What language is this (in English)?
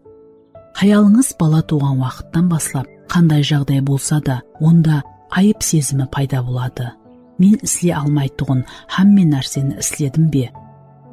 Kara-Kalpak